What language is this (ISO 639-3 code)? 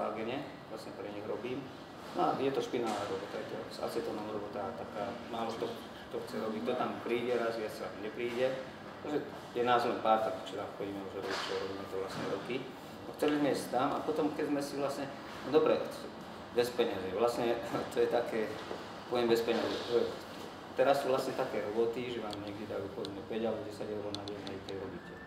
slk